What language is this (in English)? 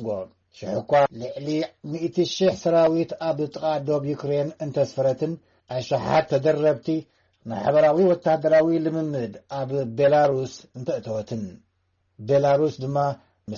Tigrinya